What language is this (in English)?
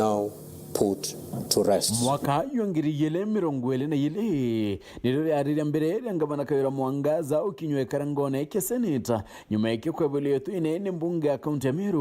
Meru